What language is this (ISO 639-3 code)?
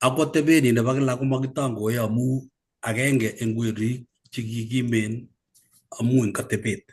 kln